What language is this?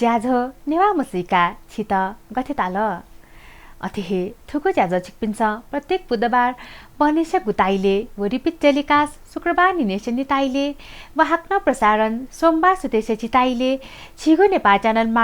Newari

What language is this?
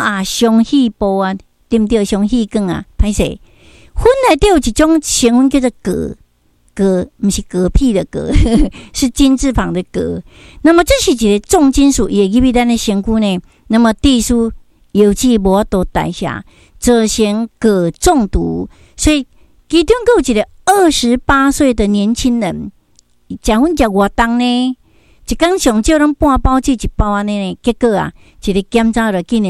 Min Nan Chinese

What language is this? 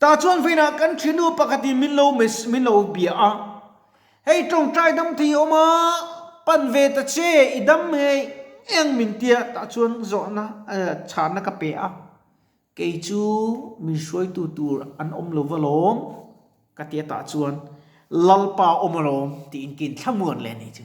Mizo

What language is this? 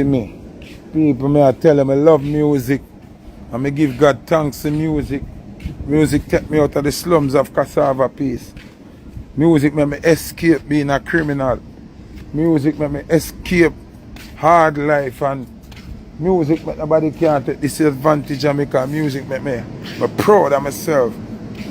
Jamaican Creole English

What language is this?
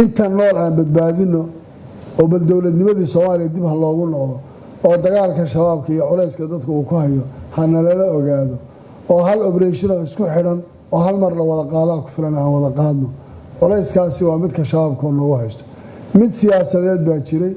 Somali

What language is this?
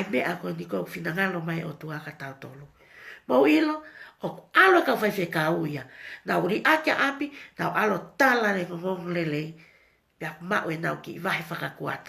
Tongan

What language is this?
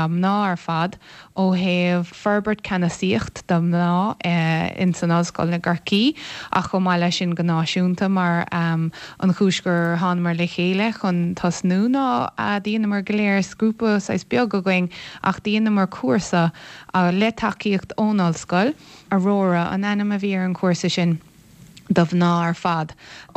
Irish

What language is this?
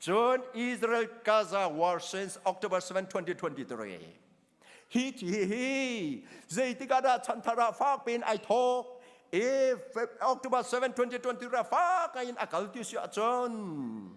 Hakha Chin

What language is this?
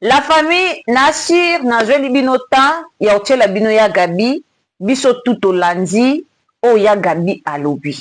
Lingala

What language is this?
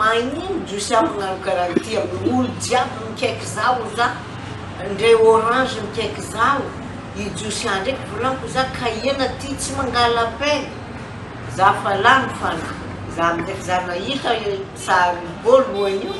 Malagasy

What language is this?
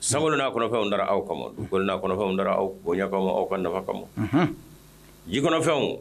Bambara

